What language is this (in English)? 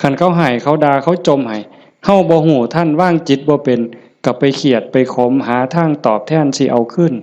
Northeastern Thai